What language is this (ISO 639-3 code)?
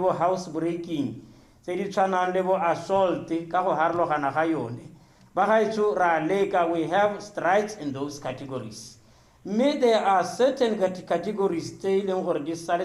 tsn